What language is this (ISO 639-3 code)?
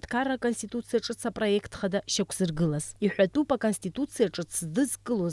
abk